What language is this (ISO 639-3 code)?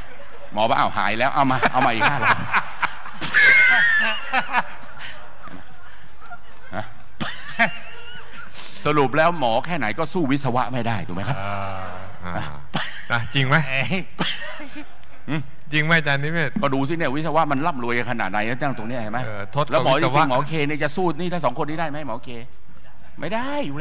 tha